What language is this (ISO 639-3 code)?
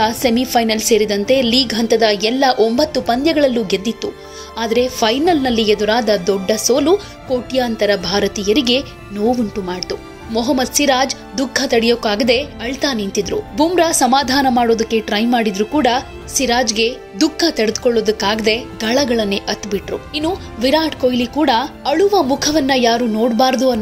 kan